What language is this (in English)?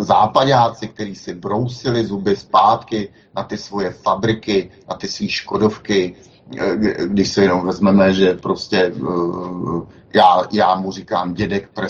Czech